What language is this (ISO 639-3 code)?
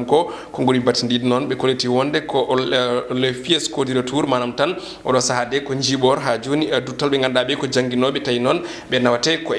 ful